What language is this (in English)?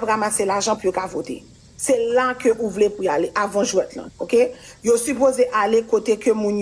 Haitian Creole